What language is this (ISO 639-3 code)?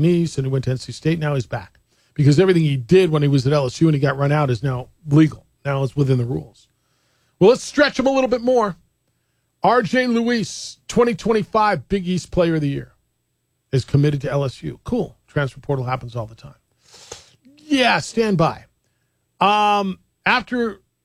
eng